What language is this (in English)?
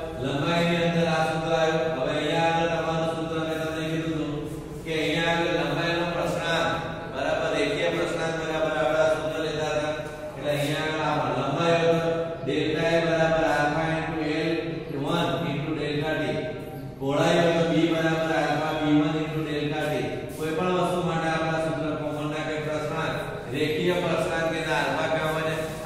Gujarati